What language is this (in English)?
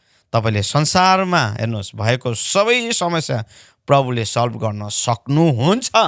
Nepali